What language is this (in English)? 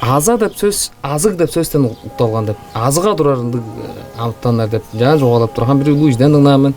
Tuvinian